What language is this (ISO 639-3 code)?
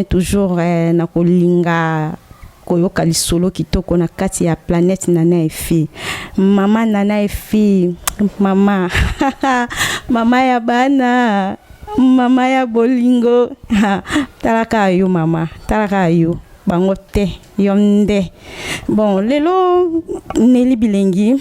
lin